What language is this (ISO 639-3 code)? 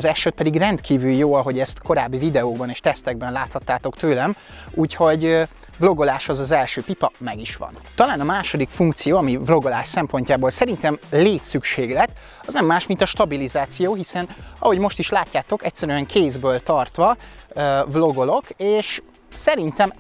hun